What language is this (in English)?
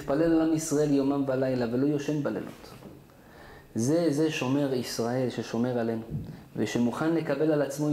Hebrew